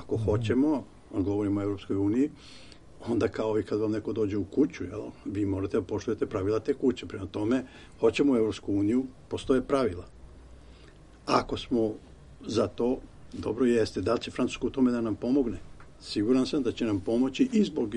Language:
Serbian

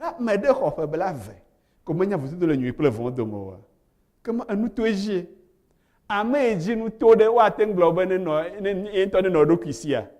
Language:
Ewe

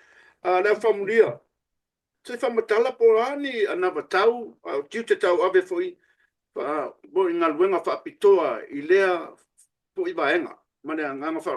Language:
Samoan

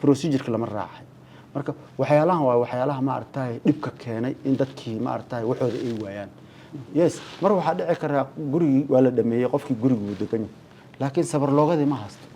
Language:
Somali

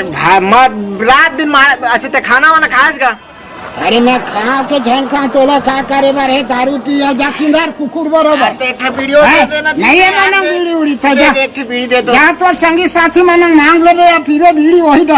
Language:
Chhattisgarhi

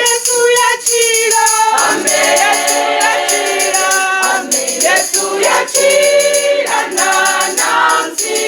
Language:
Venda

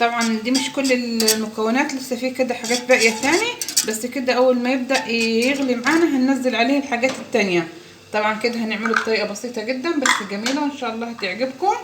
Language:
Egyptian Arabic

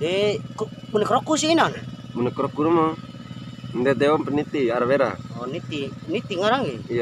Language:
Bima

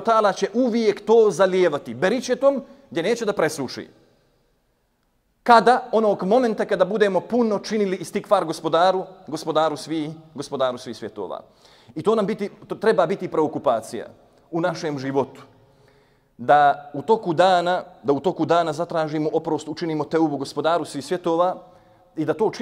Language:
Bosnian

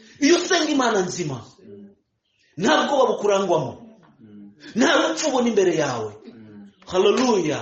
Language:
Kinyarwanda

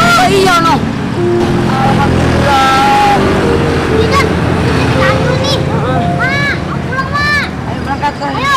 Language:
Betawi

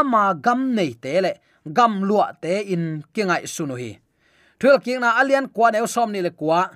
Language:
Tedim Chin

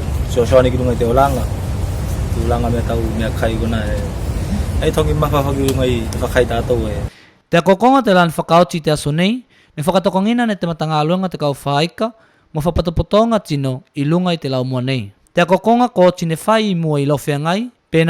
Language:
Tuvalu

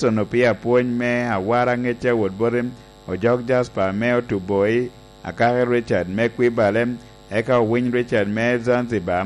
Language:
Lango (Uganda)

